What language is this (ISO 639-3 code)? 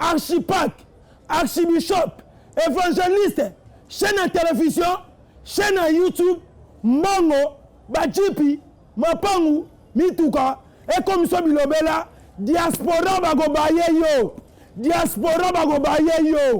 lin